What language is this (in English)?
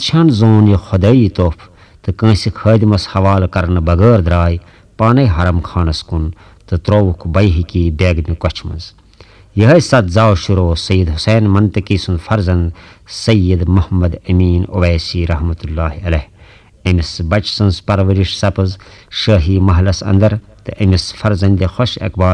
Kashmiri